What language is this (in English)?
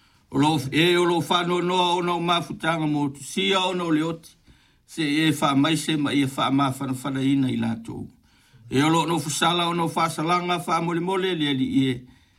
Samoan